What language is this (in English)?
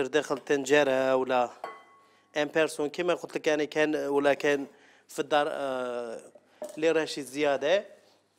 Algerian Arabic